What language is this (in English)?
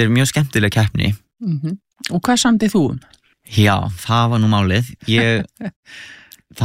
Icelandic